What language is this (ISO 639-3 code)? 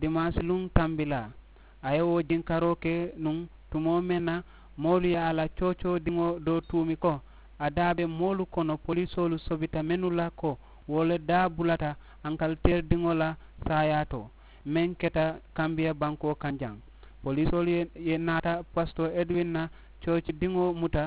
man